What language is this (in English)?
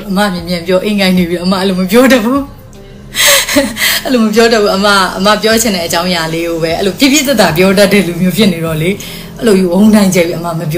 Burmese